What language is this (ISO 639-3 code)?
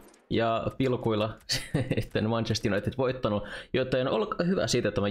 fin